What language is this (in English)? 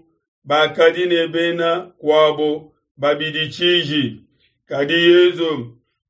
Luba-Lulua